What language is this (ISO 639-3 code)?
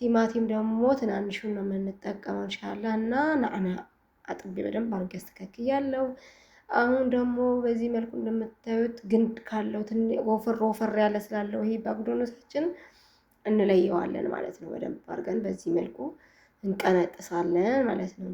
amh